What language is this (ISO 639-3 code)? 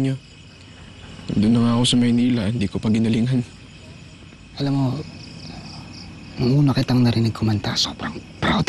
fil